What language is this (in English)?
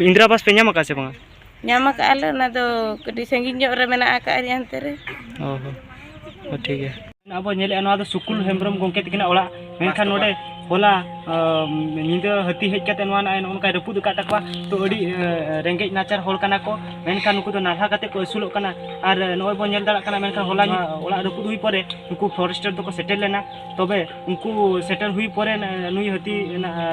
Santali